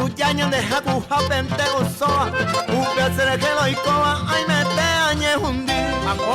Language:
Guarani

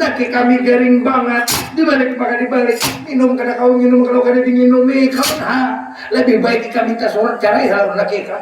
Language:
Banjar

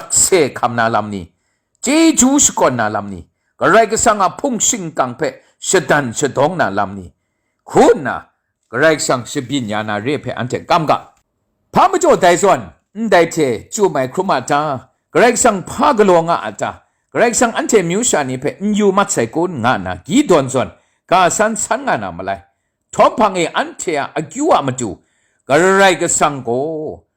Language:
Kachin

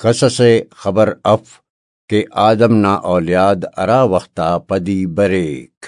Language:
Brahui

